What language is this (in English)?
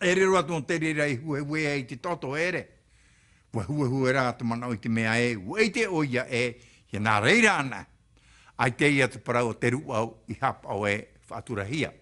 Tahitian